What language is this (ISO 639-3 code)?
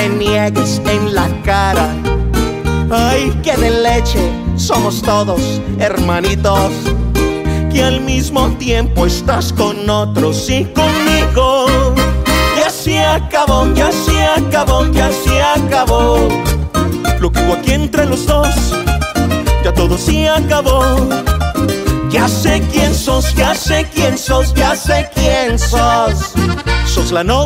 spa